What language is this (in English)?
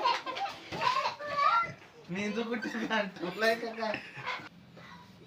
Marathi